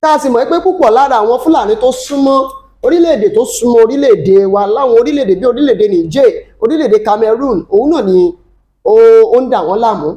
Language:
Yoruba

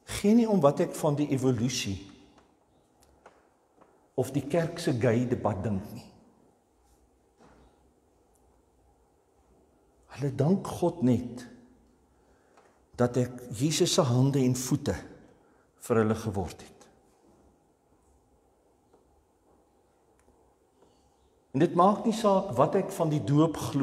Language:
Afrikaans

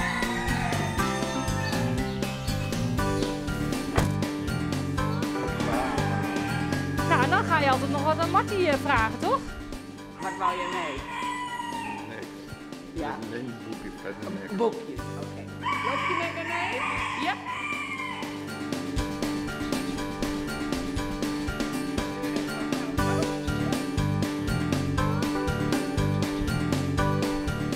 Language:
Dutch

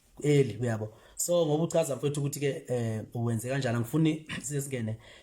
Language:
Zulu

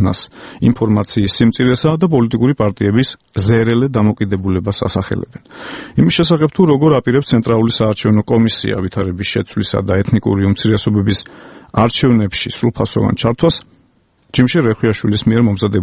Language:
Georgian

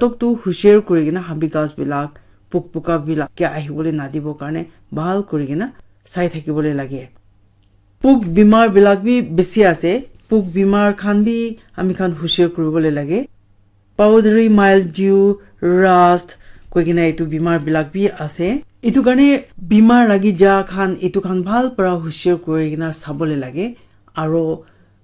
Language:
Naga Pidgin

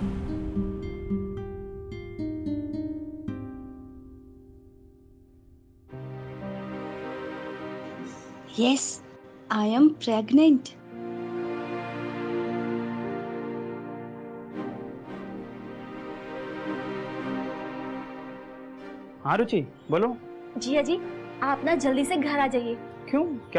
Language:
Hindi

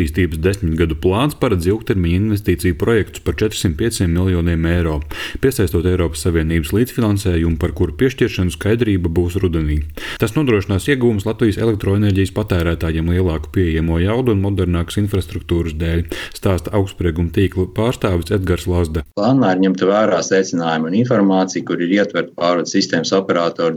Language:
Latvian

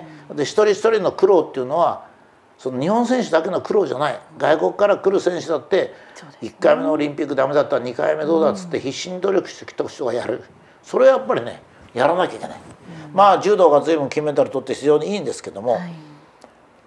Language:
Japanese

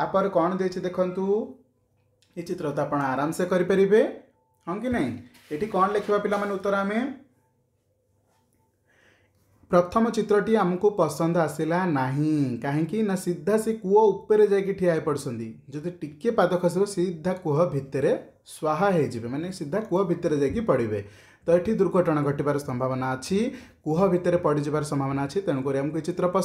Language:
Odia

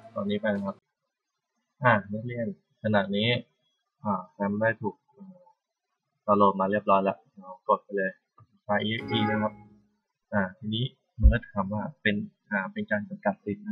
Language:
Thai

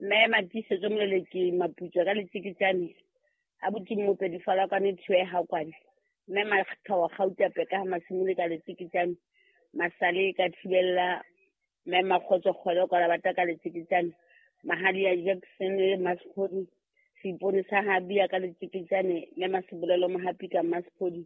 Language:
Southern Sotho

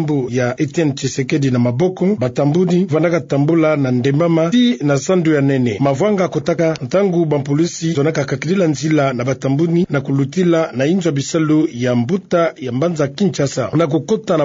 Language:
Kituba (Democratic Republic of Congo)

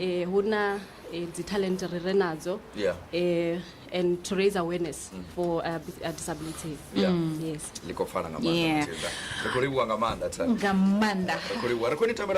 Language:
Venda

